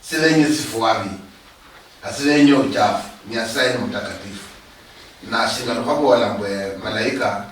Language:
Luyia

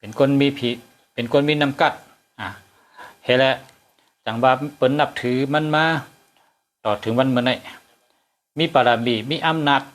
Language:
Shan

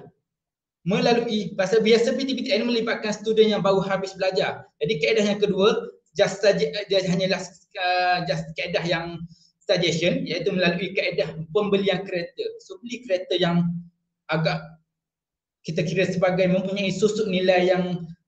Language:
Malay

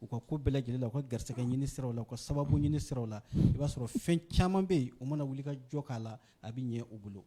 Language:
Bambara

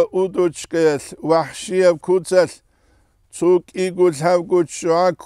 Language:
Avaric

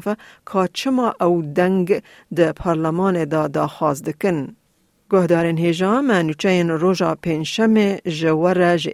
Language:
Kurdish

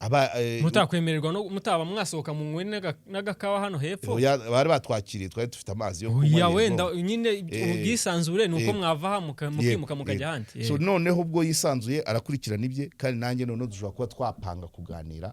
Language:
Kinyarwanda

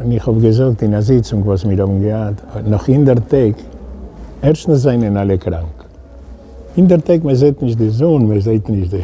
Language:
Yiddish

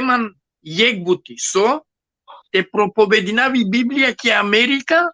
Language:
Balkan Romani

